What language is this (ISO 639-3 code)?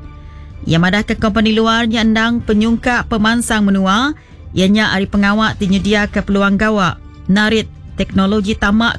iba